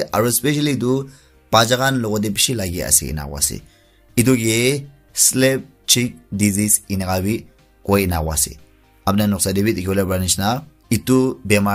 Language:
Naga Pidgin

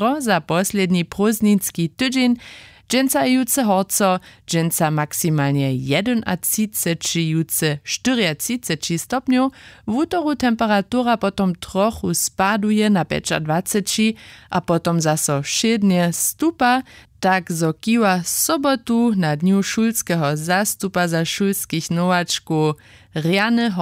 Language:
Upper Sorbian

